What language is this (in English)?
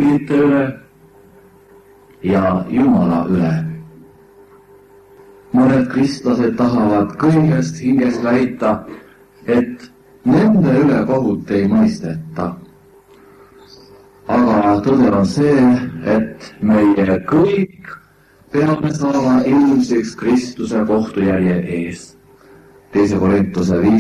Estonian